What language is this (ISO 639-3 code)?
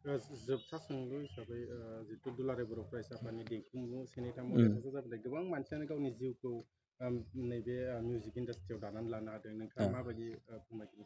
brx